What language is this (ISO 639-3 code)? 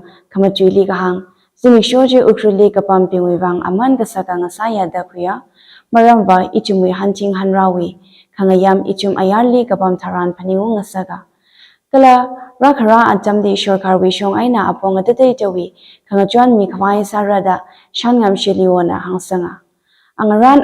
nmf